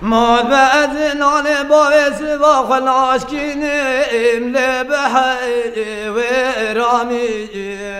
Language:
Kurdish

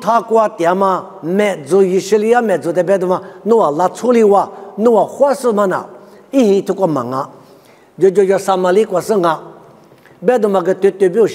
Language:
Lisu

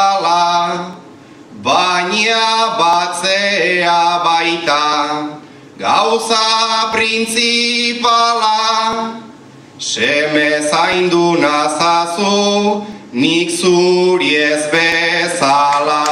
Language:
Basque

